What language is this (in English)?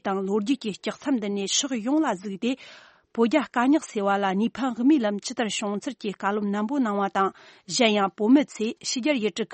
Tibetan